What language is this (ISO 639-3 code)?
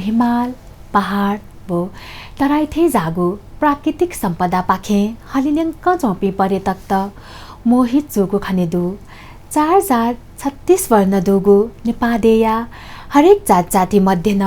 new